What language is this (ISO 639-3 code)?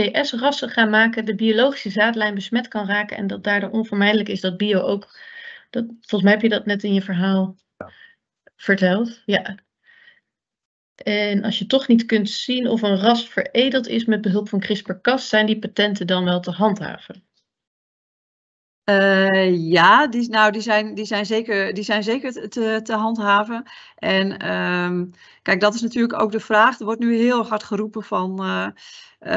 nld